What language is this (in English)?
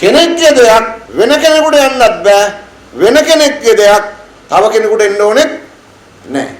Sinhala